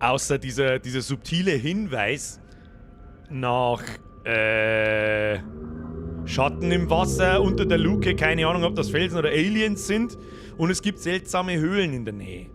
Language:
Bavarian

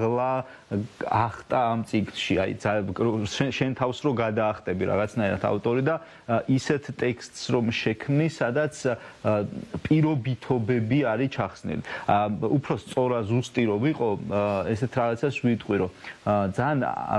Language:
Georgian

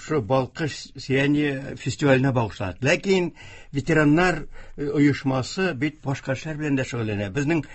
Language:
Tatar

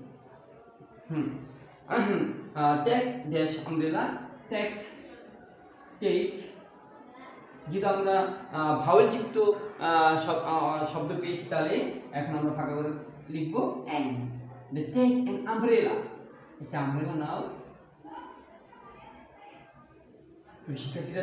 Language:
Bangla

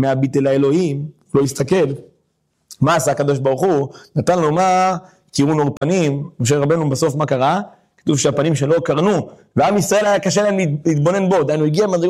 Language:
Hebrew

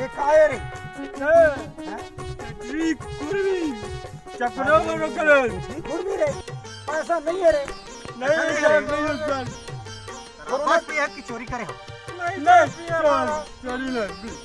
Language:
Chhattisgarhi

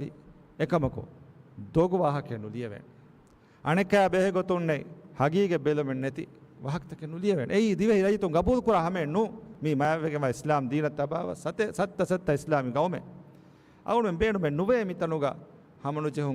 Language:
Divehi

